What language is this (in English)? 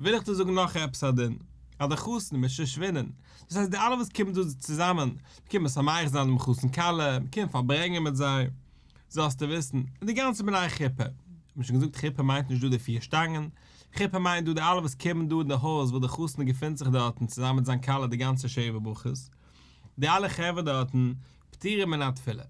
Yiddish